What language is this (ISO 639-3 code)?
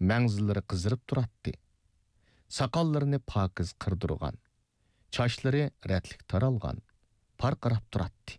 uig